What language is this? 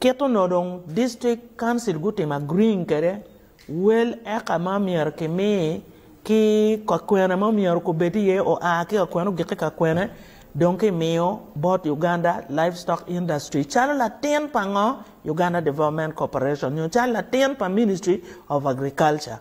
Acoli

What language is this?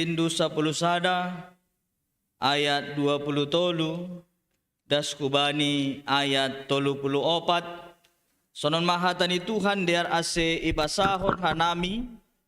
Batak Simalungun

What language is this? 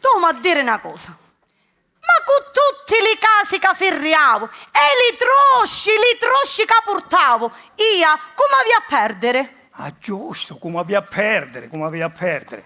Sicilian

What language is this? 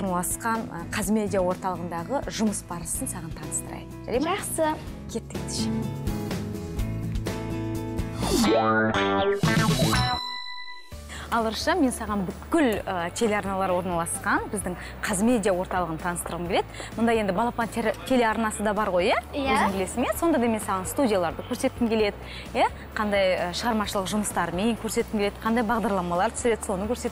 Kazakh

